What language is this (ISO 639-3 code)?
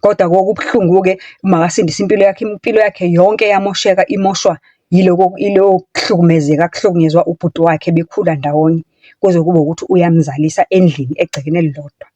zul